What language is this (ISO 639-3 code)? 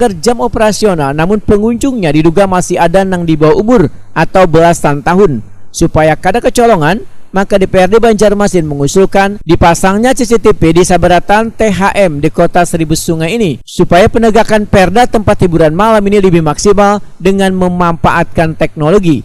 bjn